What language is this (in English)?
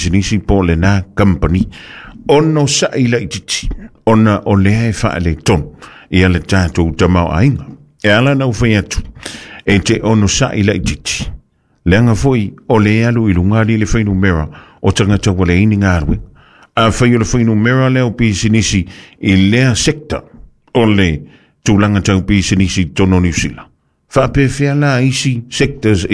Samoan